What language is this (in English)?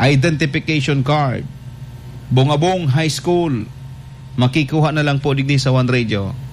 Bikol